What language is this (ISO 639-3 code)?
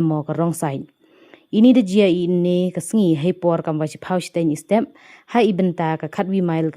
pbv